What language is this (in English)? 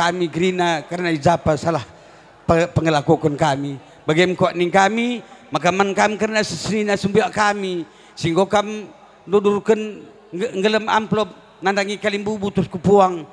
Batak Karo